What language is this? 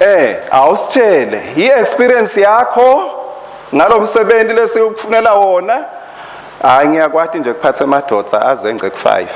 Swati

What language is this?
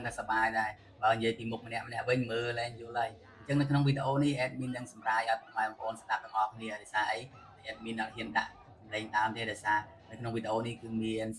Khmer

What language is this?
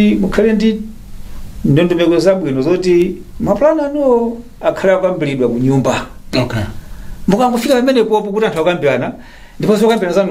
Nyanja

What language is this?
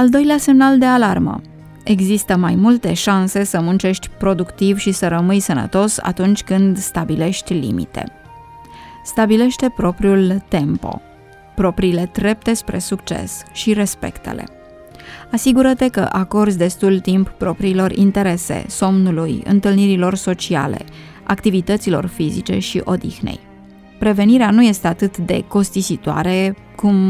Romanian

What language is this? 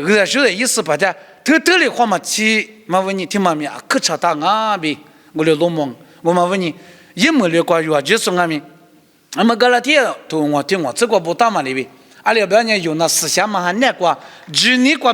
Lisu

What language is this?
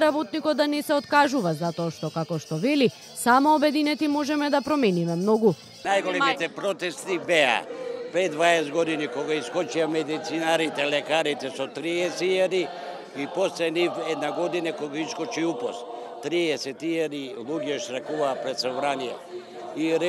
Macedonian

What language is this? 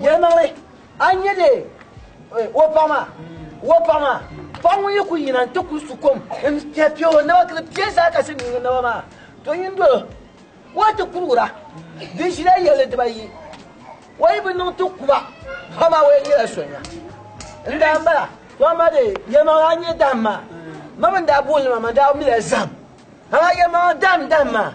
Dagbani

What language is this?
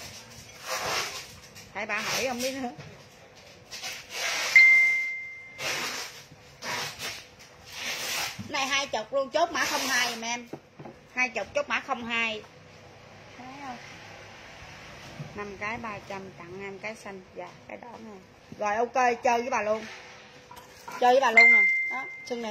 Vietnamese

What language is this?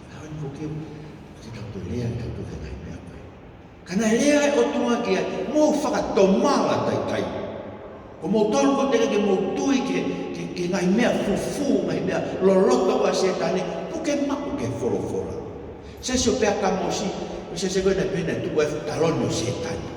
Tongan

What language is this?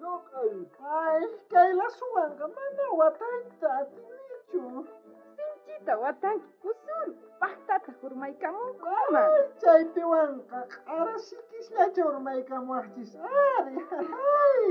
South Bolivian Quechua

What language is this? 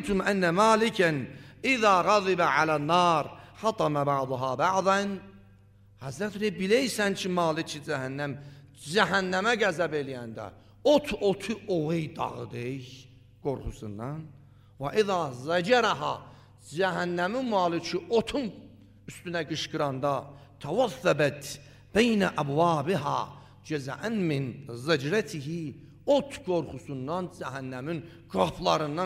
Azerbaijani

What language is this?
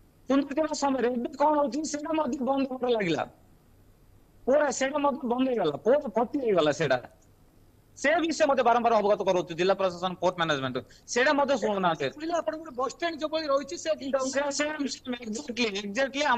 Odia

